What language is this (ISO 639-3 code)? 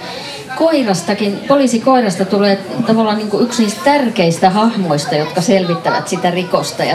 fin